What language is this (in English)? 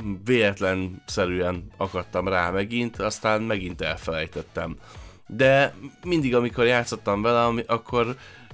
Hungarian